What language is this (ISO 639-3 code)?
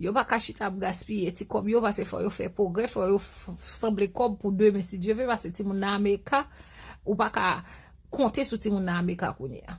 hat